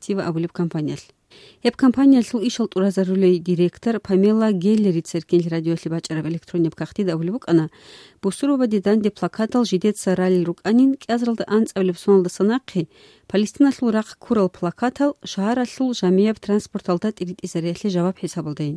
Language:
Avaric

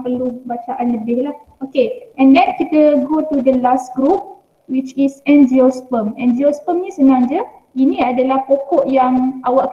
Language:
Malay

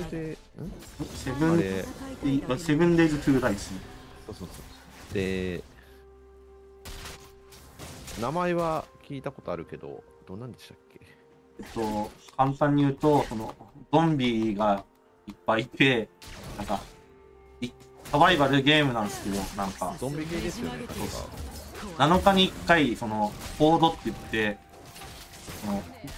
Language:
Japanese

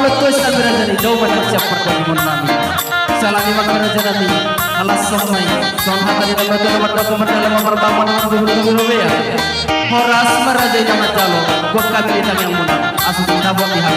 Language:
Batak Toba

